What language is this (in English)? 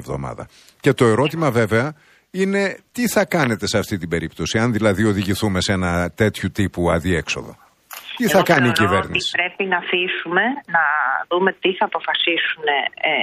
Greek